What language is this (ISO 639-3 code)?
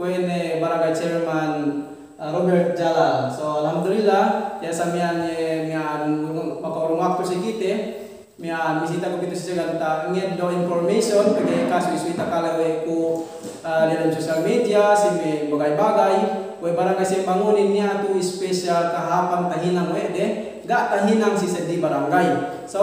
yka